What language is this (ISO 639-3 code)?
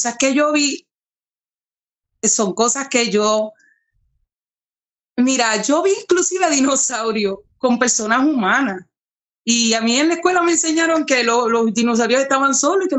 spa